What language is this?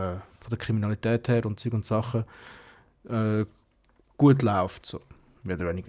Swiss German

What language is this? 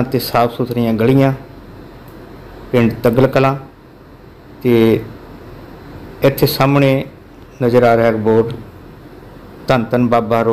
Punjabi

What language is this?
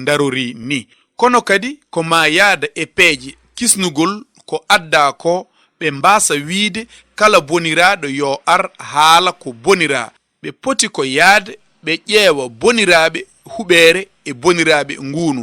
Fula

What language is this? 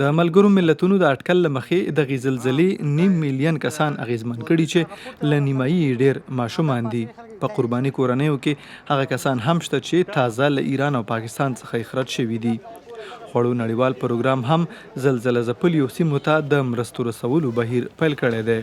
Pashto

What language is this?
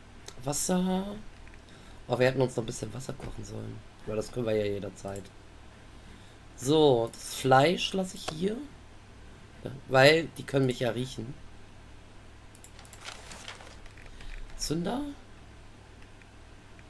German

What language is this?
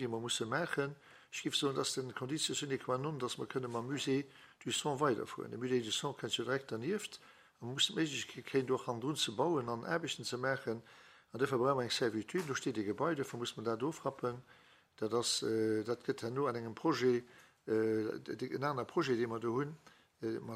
Luxembourgish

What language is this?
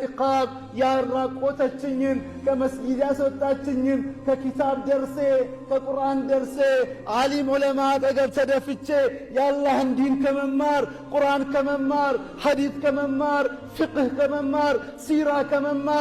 Amharic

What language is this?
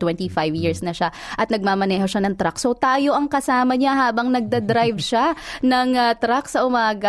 Filipino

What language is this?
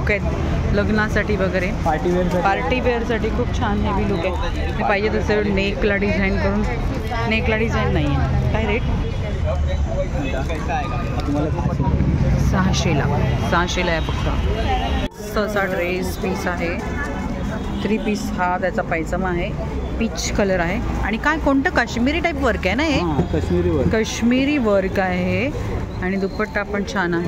Marathi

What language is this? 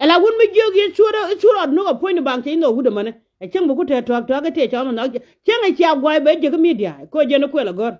Nuer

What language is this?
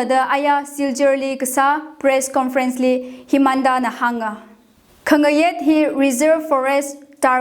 Tangkhul Naga (India)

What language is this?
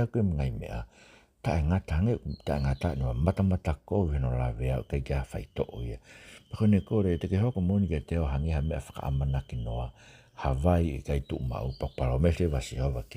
Tongan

